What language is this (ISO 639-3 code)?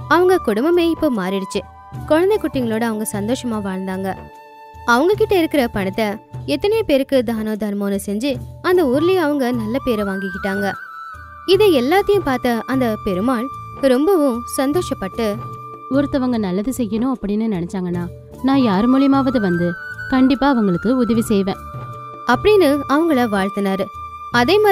tam